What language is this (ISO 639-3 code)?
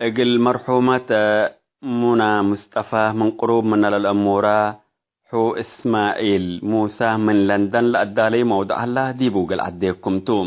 tig